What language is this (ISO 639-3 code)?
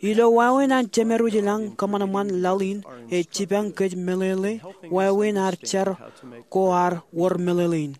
mah